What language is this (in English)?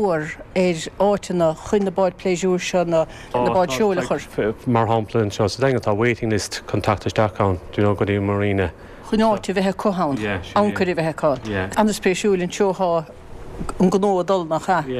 Irish